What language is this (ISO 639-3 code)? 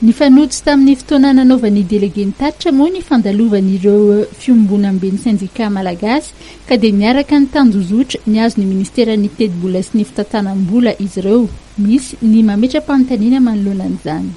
mlg